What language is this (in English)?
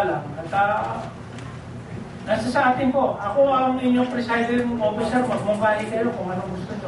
Filipino